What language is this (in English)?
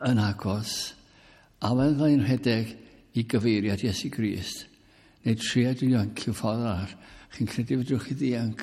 Welsh